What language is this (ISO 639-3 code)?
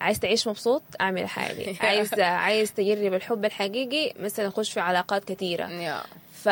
apd